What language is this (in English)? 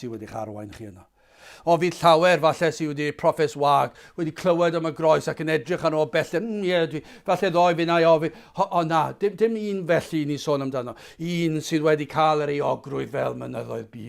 Welsh